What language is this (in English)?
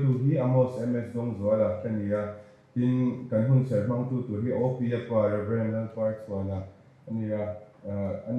Mizo